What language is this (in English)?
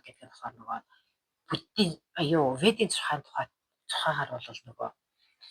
Mongolian